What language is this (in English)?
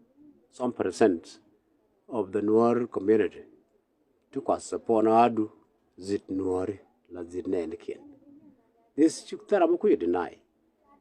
Nuer